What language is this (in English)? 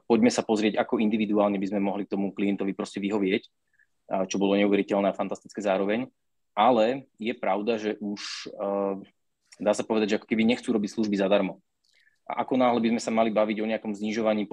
Slovak